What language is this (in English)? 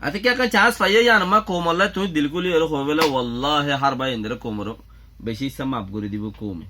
Rohingya